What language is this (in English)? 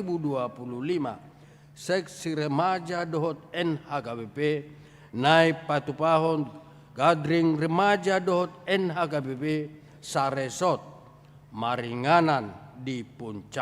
Batak Toba